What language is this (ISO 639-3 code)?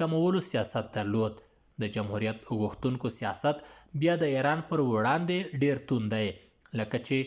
pus